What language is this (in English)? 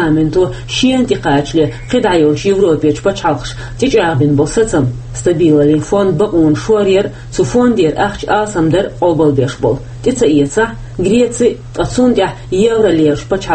Chechen